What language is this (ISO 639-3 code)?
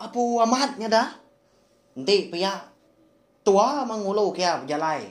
iba